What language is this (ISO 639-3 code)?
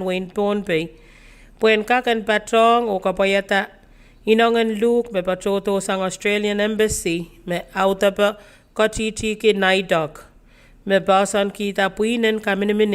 pon